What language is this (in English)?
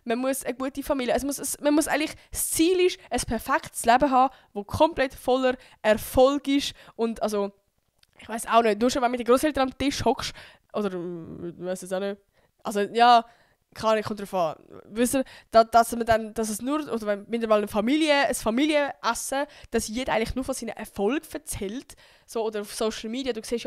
Swiss German